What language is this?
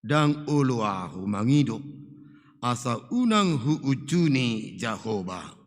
Batak Toba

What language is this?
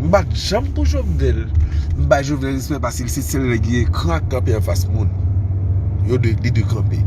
Haitian Creole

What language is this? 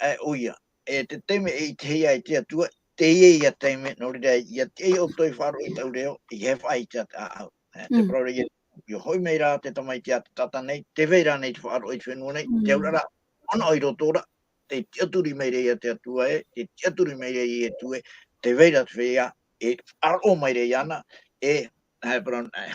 Tahitian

